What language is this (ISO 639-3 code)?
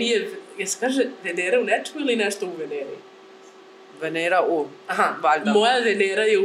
hrv